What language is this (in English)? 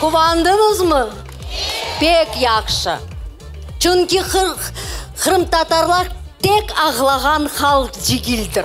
Crimean Tatar